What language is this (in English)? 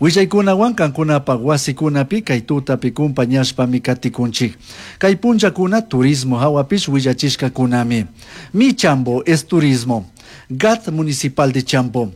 Chimborazo Highland Quichua